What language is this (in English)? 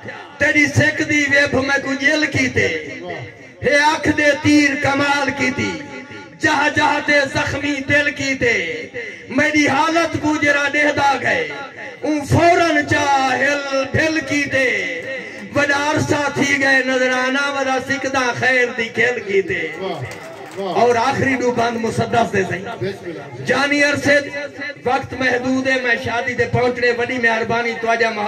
Saraiki